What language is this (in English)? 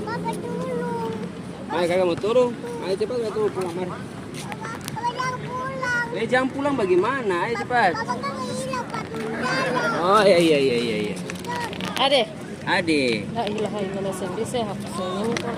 Ambonese Malay